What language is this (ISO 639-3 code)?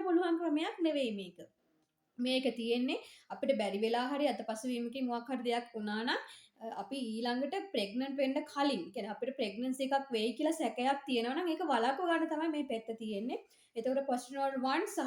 sin